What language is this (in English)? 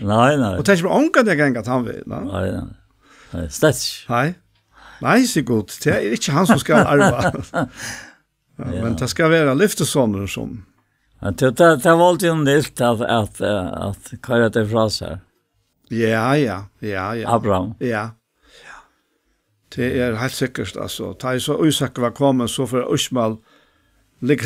Faroese